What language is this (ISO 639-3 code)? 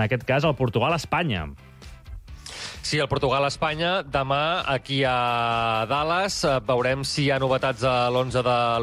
cat